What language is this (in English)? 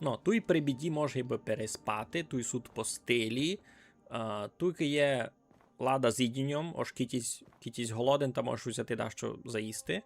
Rusyn